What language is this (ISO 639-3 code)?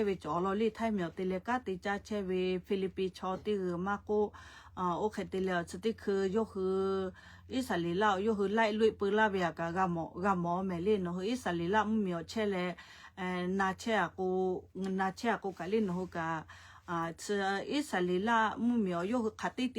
lhu